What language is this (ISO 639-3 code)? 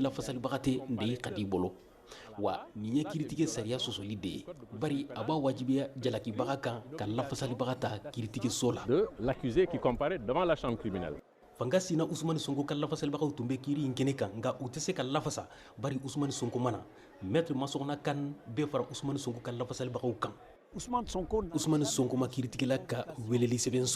bam